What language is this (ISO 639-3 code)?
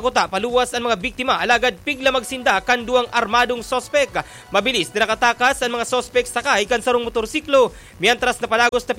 bik